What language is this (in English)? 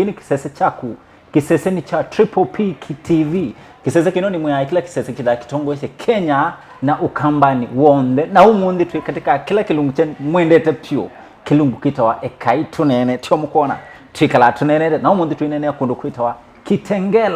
Kamba